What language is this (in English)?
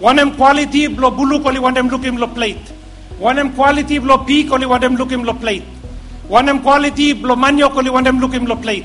Bislama